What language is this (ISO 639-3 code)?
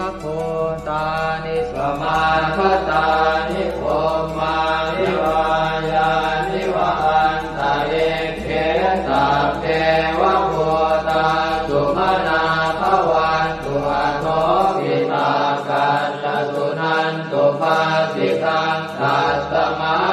pli